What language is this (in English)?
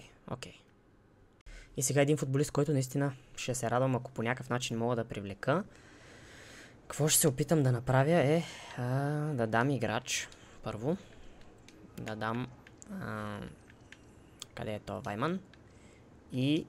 Bulgarian